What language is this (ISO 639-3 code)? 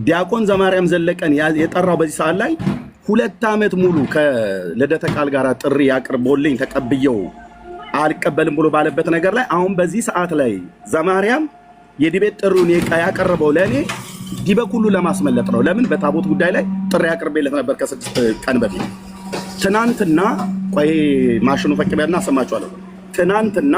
amh